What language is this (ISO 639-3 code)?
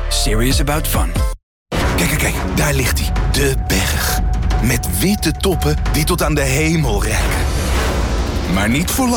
nld